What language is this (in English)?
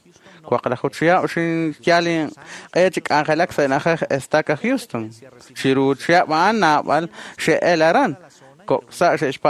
Kekchí